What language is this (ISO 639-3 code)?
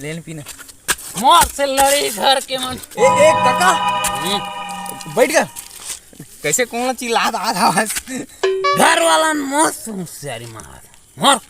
hne